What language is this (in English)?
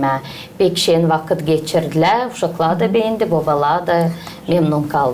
Gagauz